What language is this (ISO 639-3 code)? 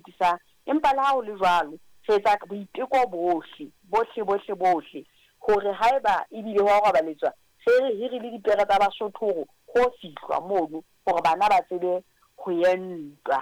sot